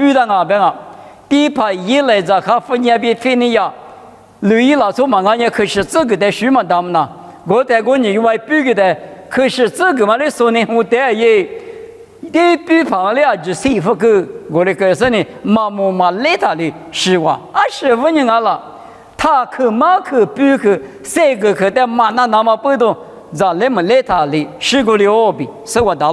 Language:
Lisu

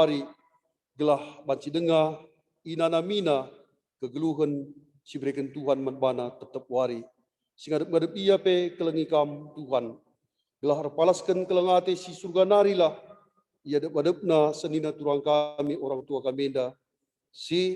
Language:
Batak Karo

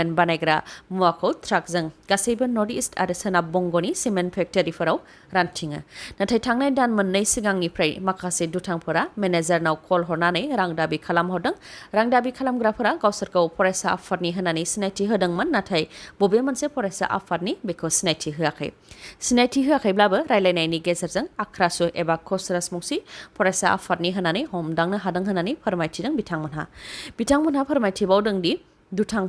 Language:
Bodo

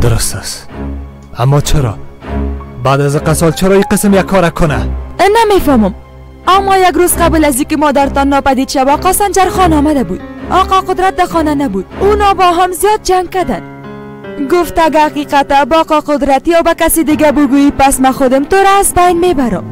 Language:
Persian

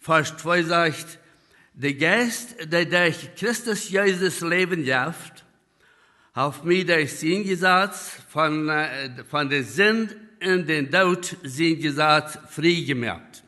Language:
Plautdietsch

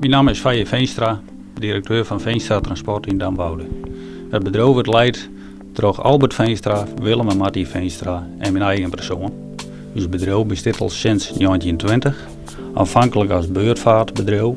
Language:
Western Frisian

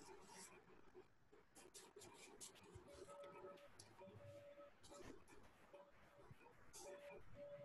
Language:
Telugu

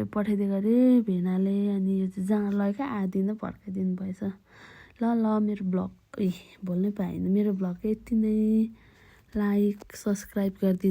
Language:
Nepali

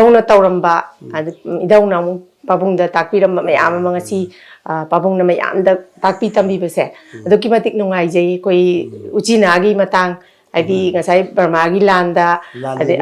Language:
Manipuri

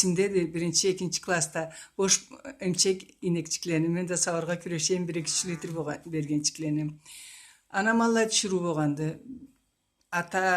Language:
Karachay-Balkar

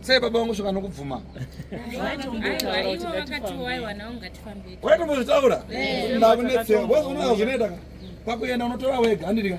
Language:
Shona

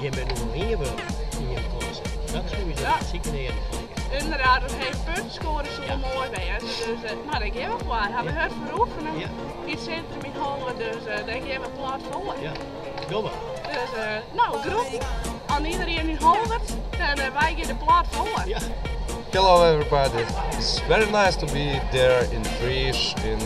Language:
Western Frisian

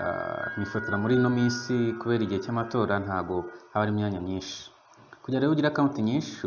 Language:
Kinyarwanda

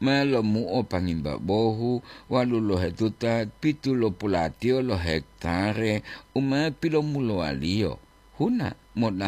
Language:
Gorontalo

